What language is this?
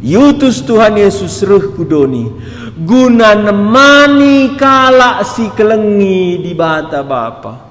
Batak Karo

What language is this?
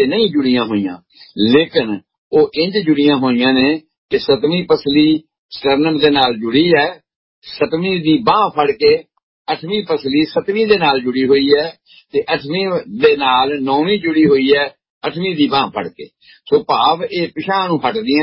Punjabi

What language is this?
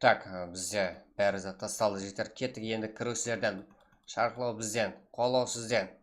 Kara-Kalpak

